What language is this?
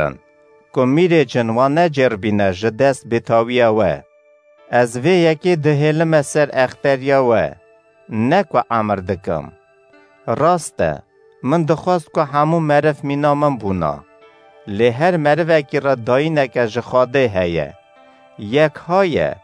Kurdish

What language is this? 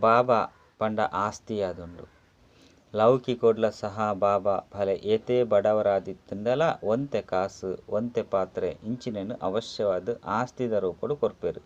Tulu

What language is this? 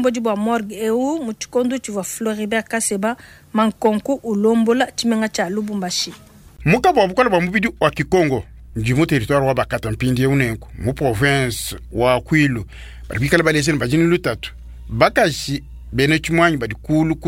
Luba-Lulua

